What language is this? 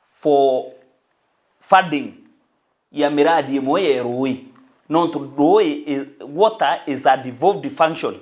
Meru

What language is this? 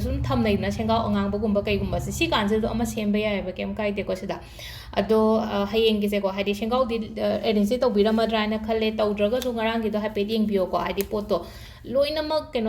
Manipuri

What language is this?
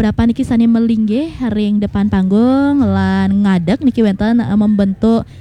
Balinese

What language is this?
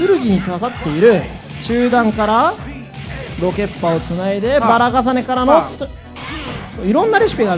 Japanese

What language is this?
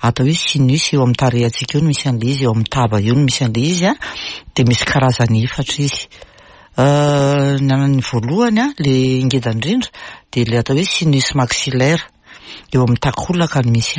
Malagasy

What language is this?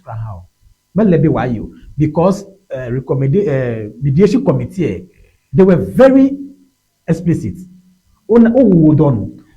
Ewe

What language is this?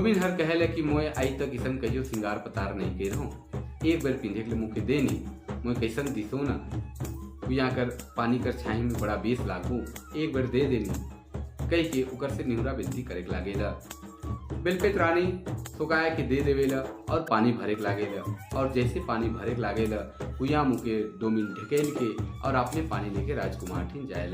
Sadri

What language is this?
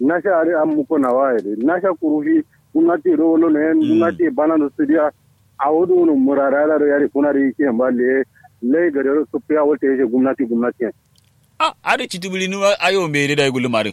Kanuri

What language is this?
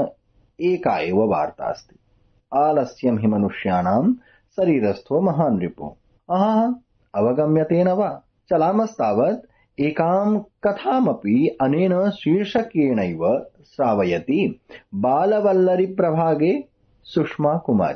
Sanskrit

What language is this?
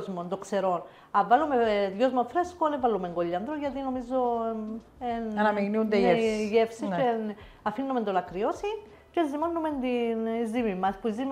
Greek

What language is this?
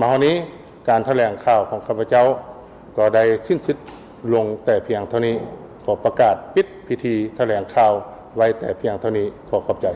Lao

